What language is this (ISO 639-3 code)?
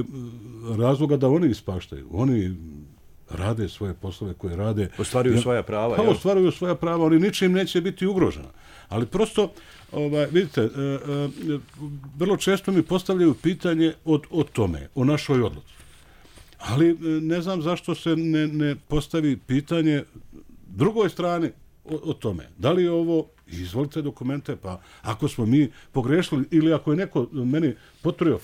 bos